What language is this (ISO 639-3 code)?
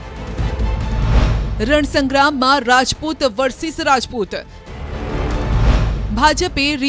guj